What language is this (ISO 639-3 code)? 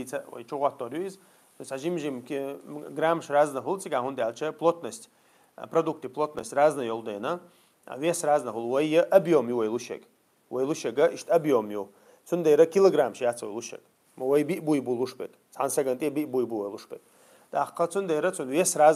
che